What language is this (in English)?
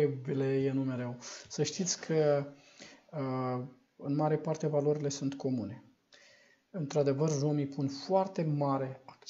Romanian